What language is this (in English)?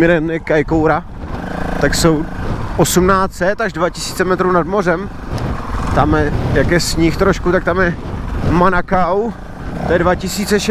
Czech